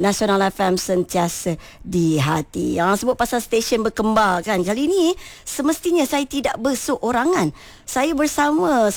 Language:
Malay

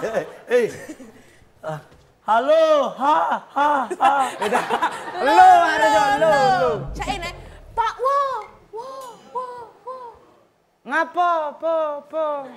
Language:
Musi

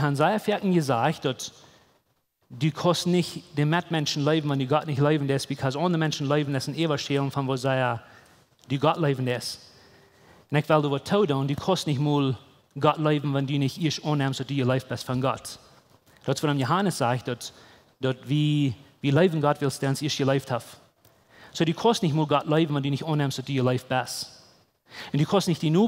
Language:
Plautdietsch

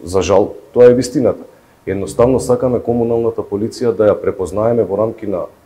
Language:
Macedonian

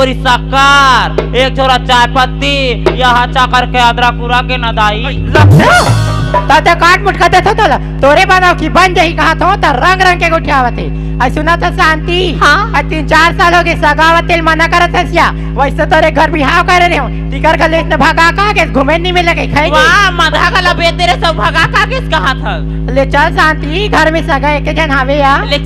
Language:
Chhattisgarhi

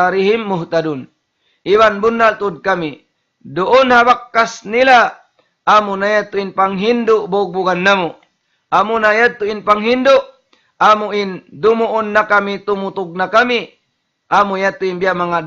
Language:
Tausug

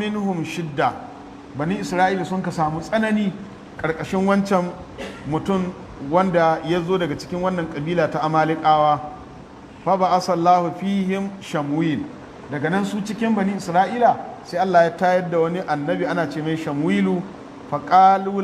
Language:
Hausa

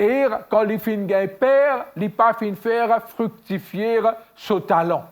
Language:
Morisyen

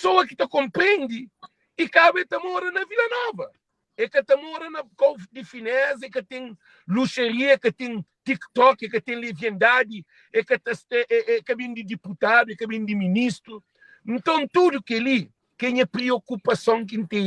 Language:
Kabuverdianu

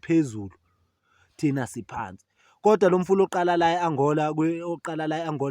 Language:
Zulu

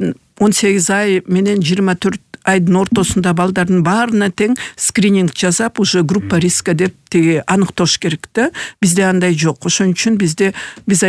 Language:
Kyrgyz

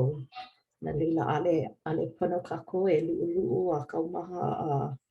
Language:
Hawaiian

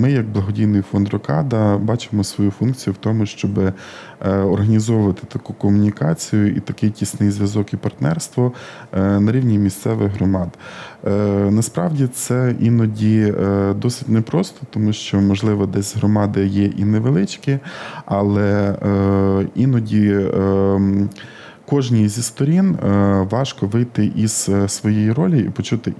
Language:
Ukrainian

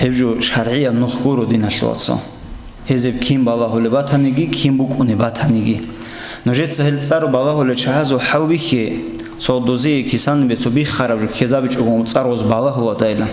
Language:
Avaric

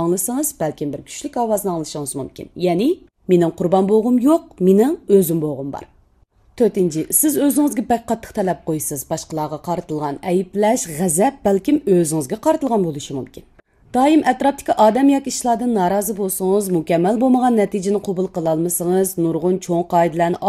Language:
Uyghur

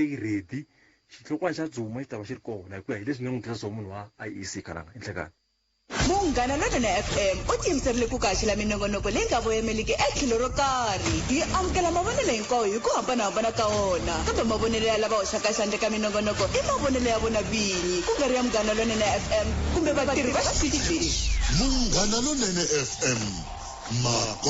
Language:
Tsonga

